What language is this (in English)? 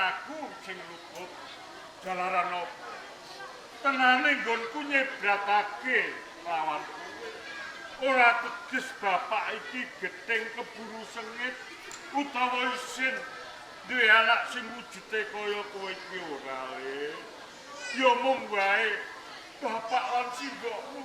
Javanese